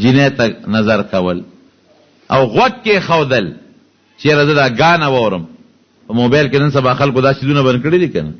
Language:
Pashto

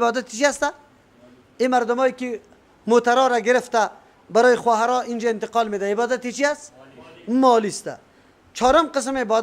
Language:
Persian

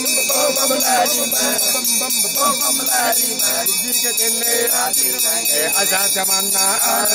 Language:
Hindi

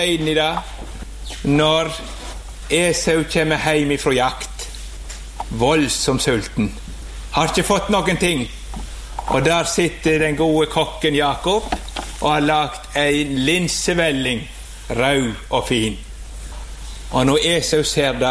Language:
Norwegian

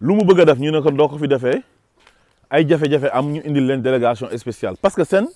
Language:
Wolof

